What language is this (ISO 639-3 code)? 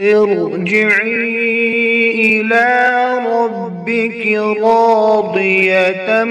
kas